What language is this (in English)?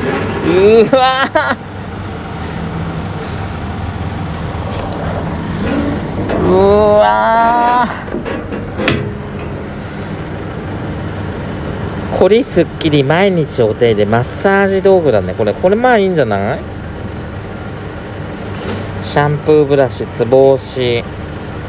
Japanese